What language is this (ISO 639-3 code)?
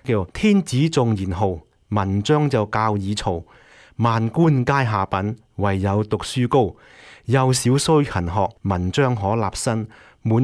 yue